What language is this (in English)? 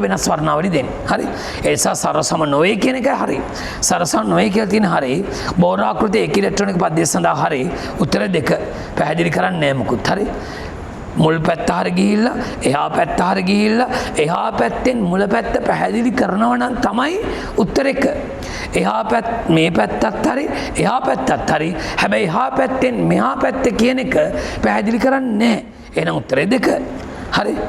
Sinhala